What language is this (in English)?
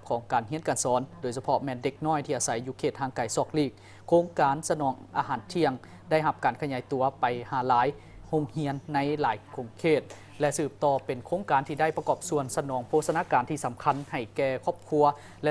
Lao